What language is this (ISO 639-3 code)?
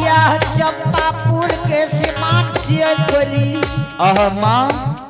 anp